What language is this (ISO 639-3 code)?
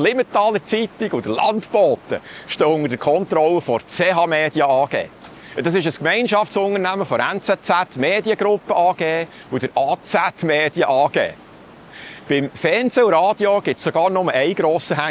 gsw